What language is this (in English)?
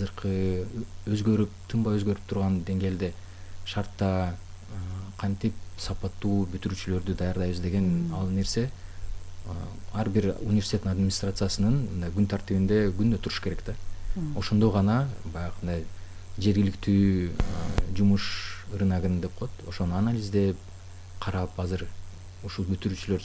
Kyrgyz